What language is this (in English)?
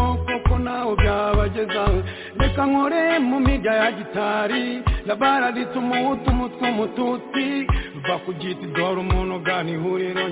Kinyarwanda